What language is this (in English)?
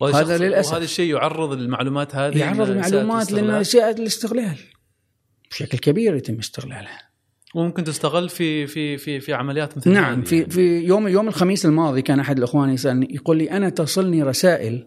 Gulf Arabic